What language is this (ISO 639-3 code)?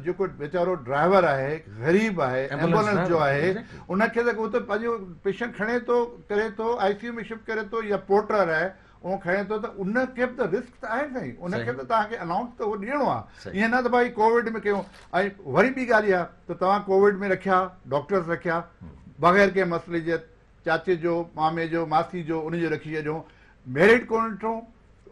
snd